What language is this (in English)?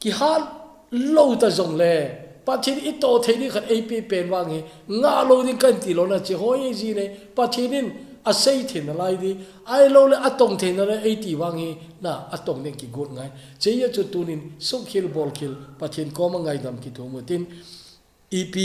Thado Chin